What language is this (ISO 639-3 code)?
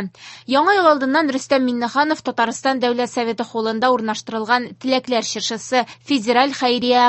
tat